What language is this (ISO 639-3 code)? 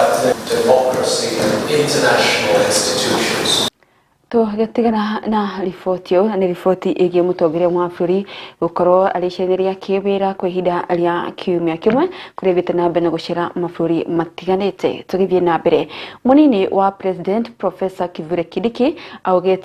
kik